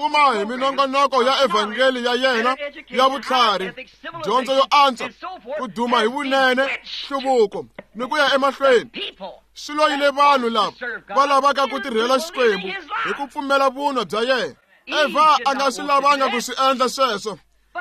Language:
Tsonga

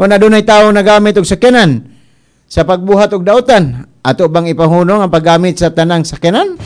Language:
Cebuano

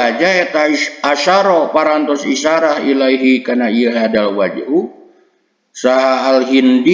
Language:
Sundanese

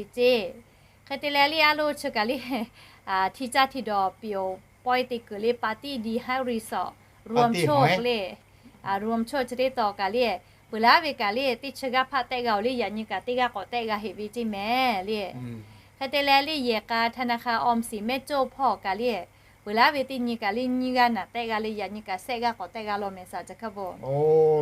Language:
Lahu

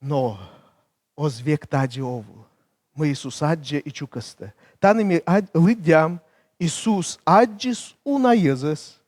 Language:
Komi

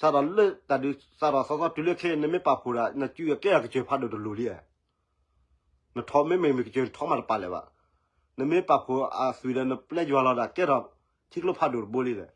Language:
S'gaw Karen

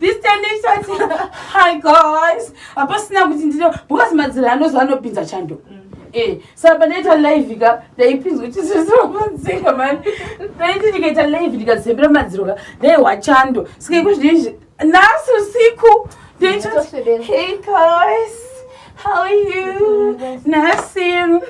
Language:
Shona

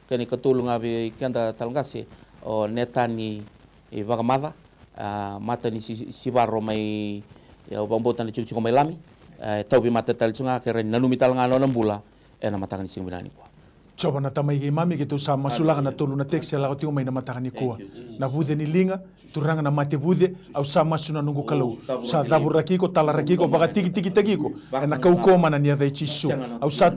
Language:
Fijian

